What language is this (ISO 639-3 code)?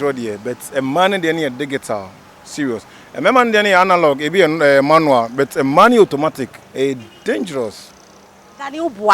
aka